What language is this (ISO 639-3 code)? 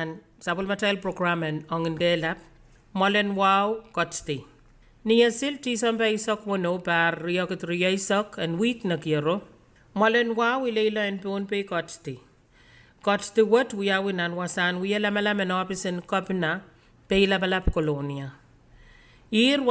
pon